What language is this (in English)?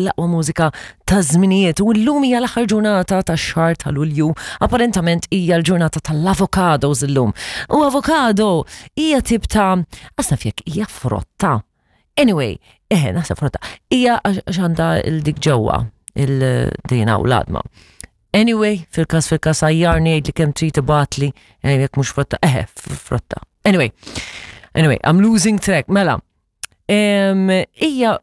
Maltese